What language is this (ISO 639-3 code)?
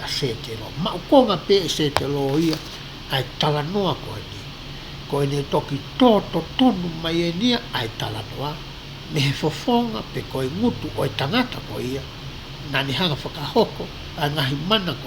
ton